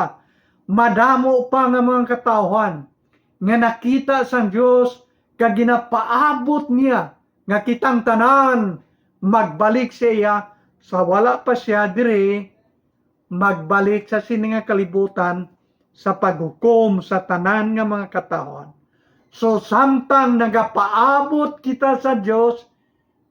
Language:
Hiligaynon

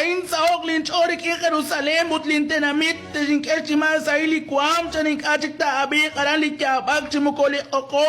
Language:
Kekchí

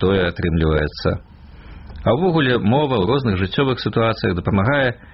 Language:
Belarusian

